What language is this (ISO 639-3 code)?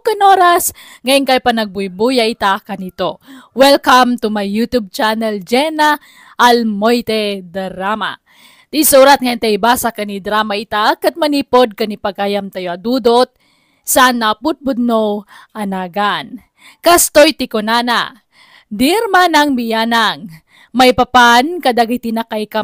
ilo